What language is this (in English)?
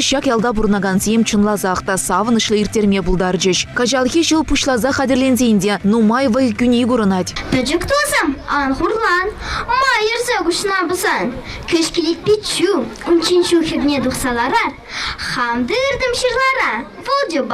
Chuvash